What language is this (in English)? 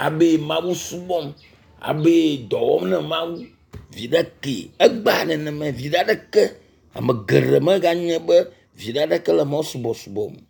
Ewe